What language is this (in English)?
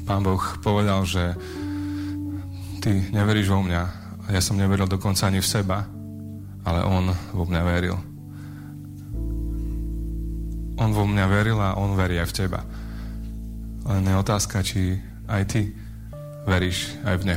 Slovak